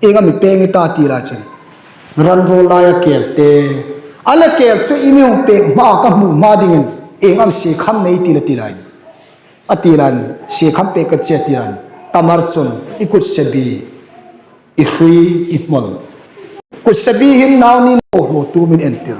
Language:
Hmar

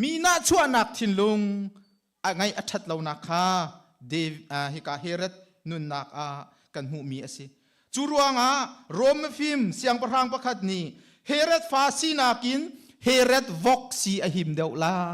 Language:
Hakha Chin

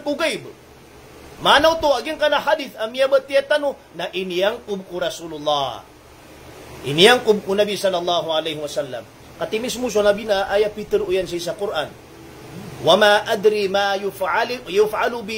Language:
Maranao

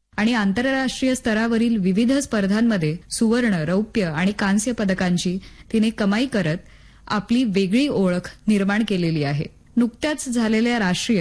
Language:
Marathi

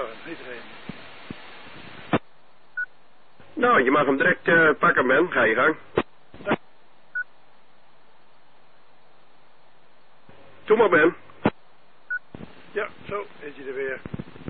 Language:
Dutch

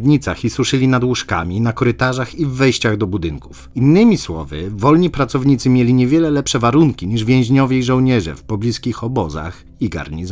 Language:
Polish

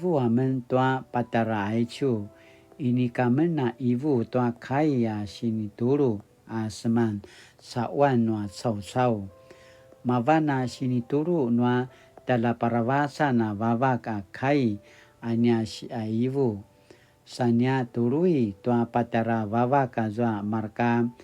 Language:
Paiwan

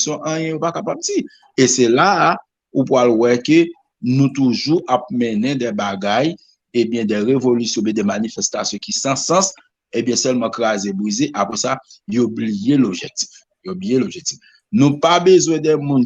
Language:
Haitian Creole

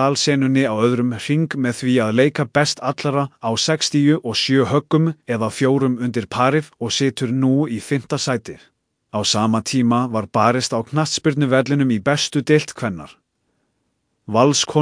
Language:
Icelandic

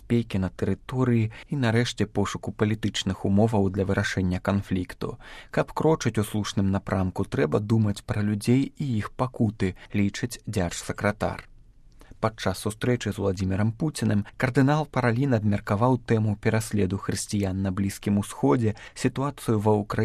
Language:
Belarusian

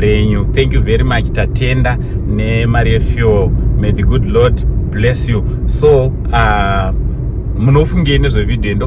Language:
Shona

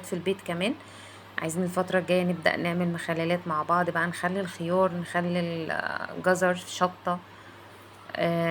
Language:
Egyptian Arabic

